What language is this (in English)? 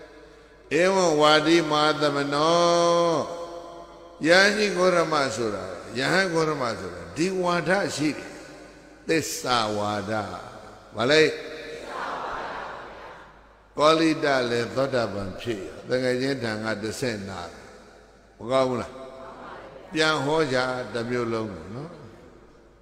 Burmese